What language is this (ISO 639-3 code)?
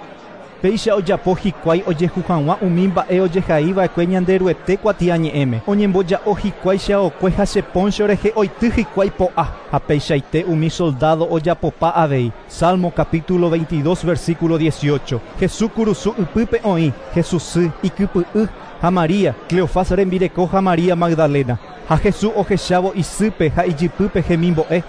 grn